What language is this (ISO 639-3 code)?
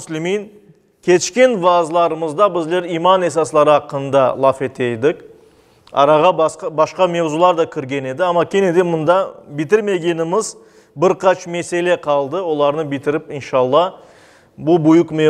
crh